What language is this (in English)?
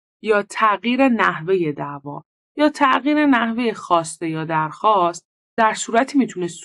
Persian